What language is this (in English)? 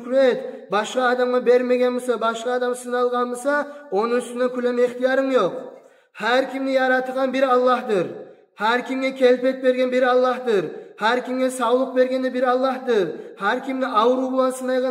Kumyk